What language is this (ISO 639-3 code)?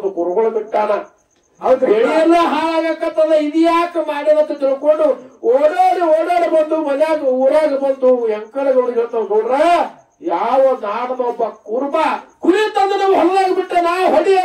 kan